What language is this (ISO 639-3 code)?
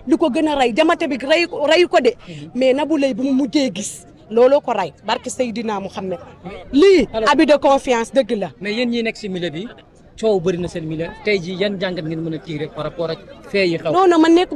wol